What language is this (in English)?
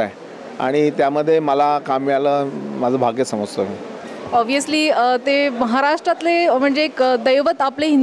Marathi